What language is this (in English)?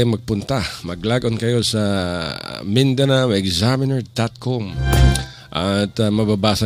Filipino